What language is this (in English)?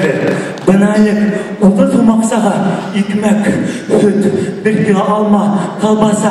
Bashkir